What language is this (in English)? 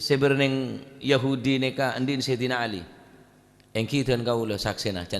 Madurese